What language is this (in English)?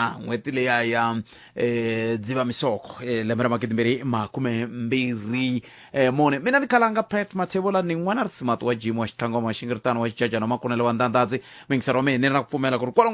Tsonga